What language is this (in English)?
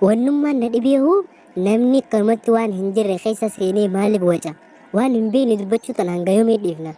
Oromo